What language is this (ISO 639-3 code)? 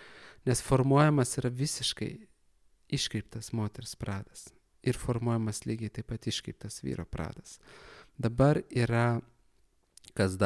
lit